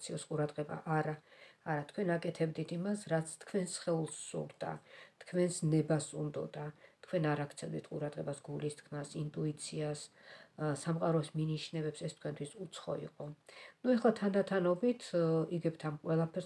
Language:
Georgian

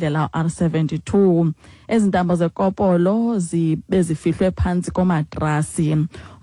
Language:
Xhosa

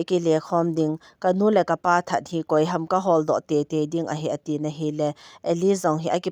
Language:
Thado Chin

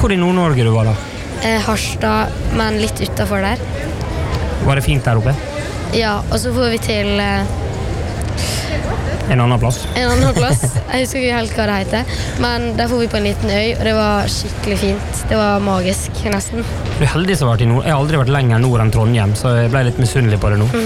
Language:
Norwegian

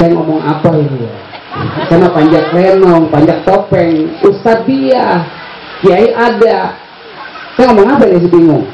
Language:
Betawi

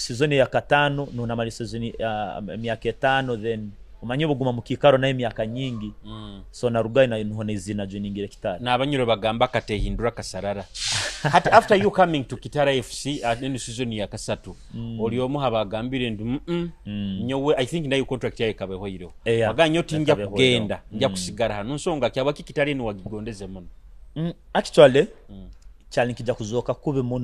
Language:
Nyoro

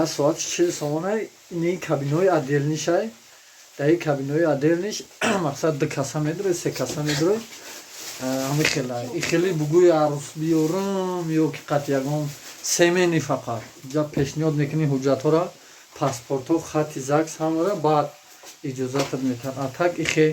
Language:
Tajik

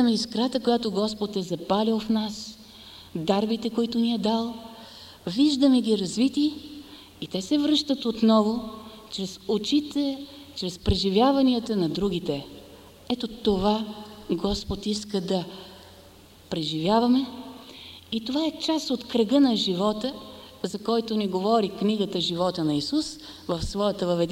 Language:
Bulgarian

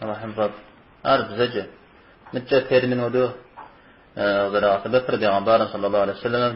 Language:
Kabardian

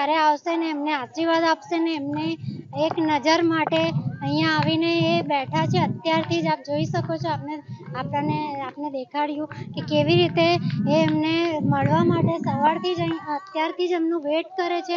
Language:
Gujarati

